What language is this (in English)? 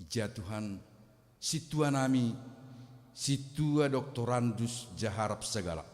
Batak Simalungun